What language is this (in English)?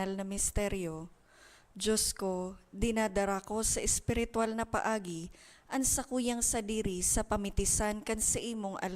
Bikol